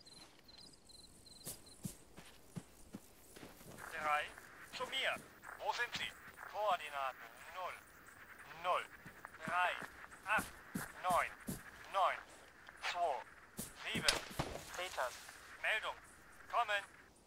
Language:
German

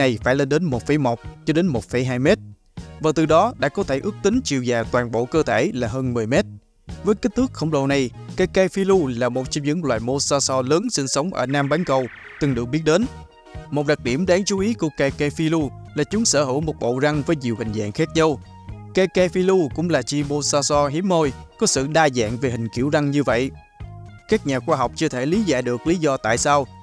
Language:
Vietnamese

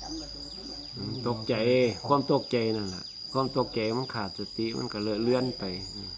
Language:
Northeastern Thai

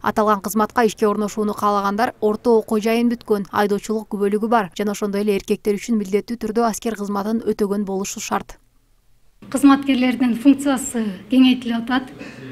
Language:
Kyrgyz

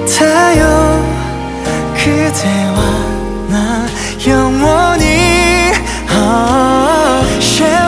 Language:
Korean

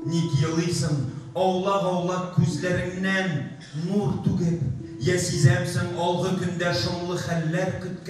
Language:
Tatar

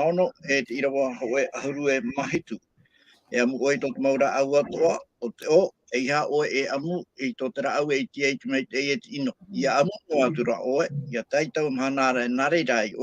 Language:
Tahitian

